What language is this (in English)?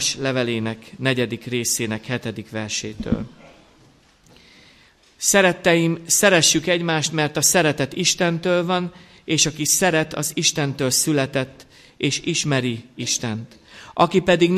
Hungarian